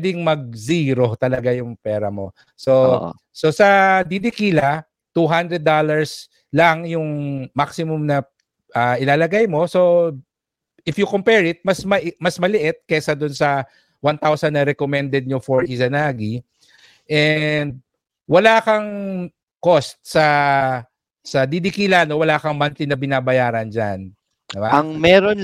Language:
Filipino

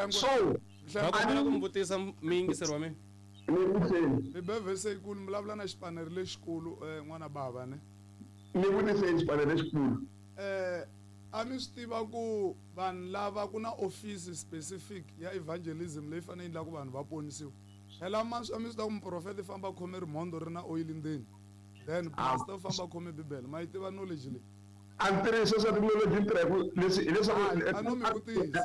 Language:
Tsonga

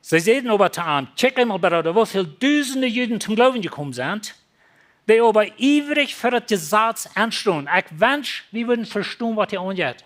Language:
Plautdietsch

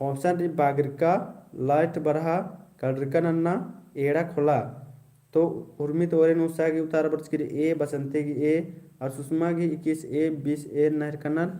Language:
Kurukh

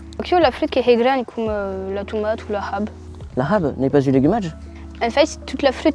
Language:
Occitan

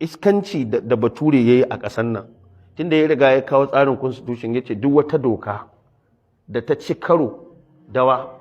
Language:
Hausa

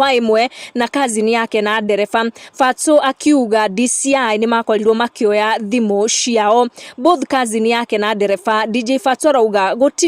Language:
Kikuyu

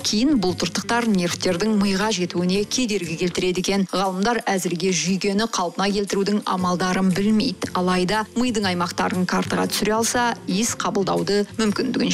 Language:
Kazakh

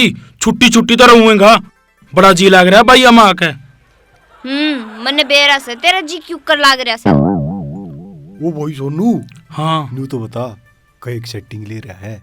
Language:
Haryanvi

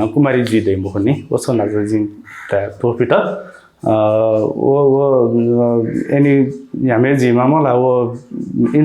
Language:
Newari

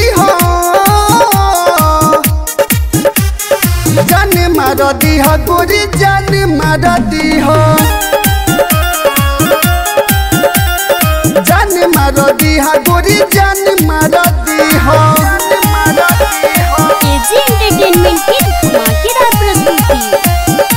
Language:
Bhojpuri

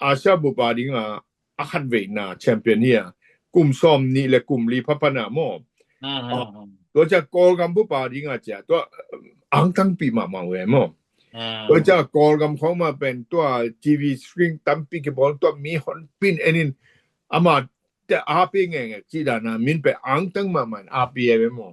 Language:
Tedim Chin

